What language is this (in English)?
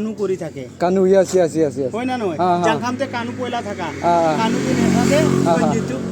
Naga Pidgin